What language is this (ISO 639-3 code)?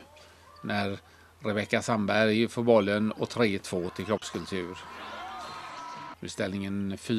swe